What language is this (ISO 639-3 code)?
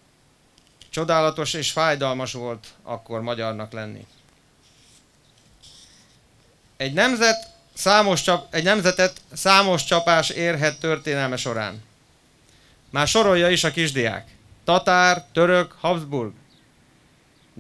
hun